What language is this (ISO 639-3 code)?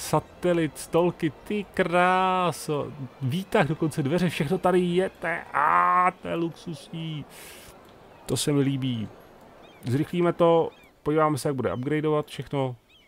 ces